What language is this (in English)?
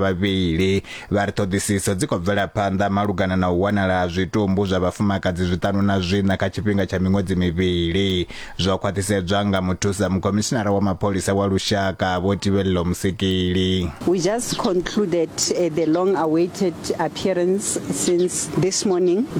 Venda